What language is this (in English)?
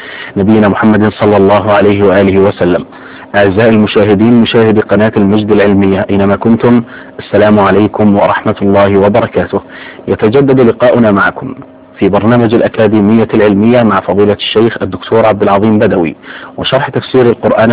Arabic